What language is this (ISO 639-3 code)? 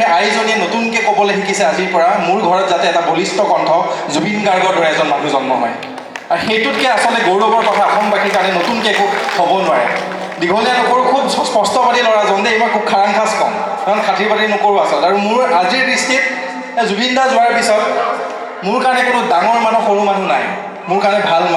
asm